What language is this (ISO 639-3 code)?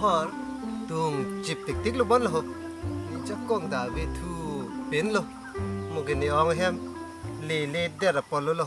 mjw